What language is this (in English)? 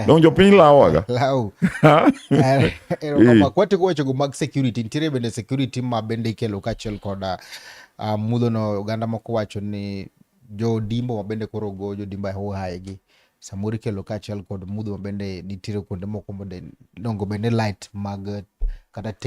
Luo (Kenya and Tanzania)